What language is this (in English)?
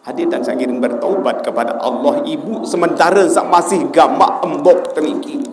Sasak